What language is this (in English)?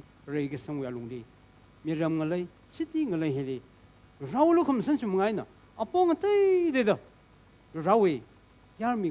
Tangkhul Naga (India)